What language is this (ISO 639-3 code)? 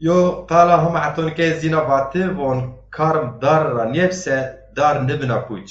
zza